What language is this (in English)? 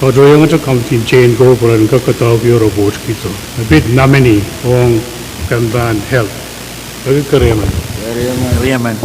Pohnpeian